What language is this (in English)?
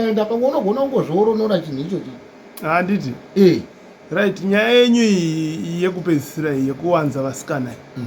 Shona